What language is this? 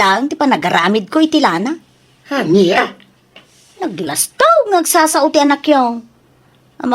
Iloko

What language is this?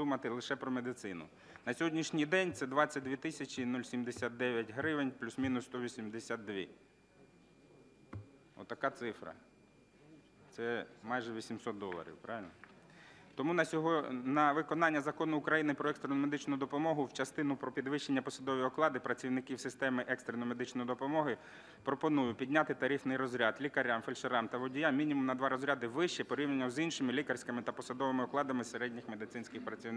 Ukrainian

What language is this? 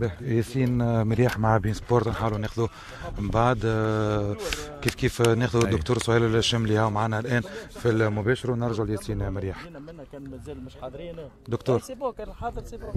Tunisian Arabic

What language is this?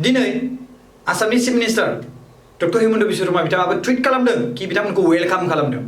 Bodo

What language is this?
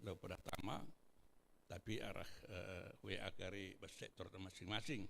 Batak Karo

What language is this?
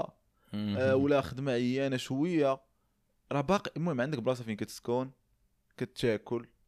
Moroccan Arabic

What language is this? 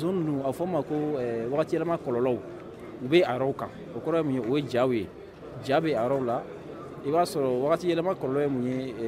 Bambara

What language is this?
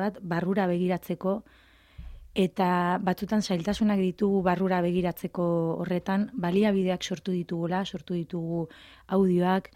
Basque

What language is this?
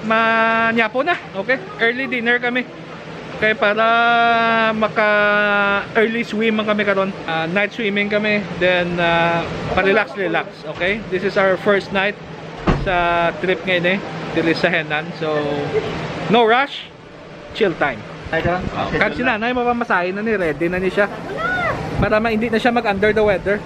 Hiligaynon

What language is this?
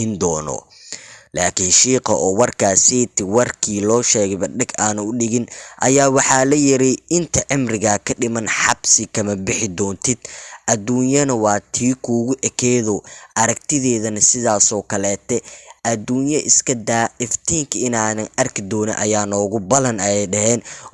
Somali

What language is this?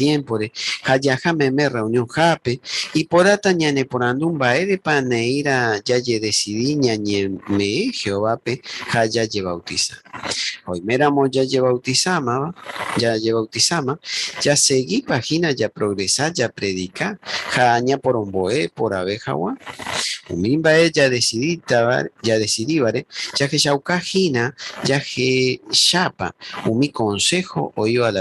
Guarani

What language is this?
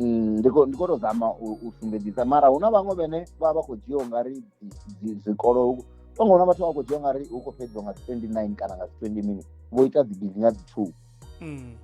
Venda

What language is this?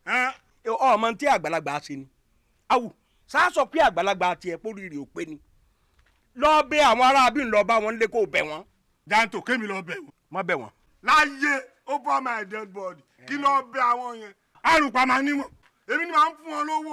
Yoruba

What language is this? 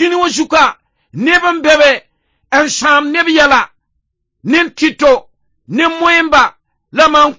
Mossi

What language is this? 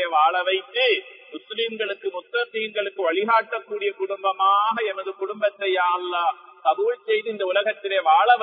Tamil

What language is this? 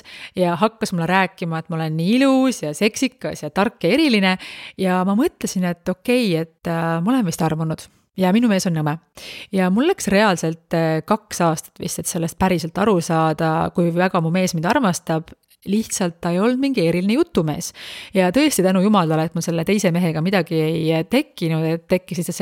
Estonian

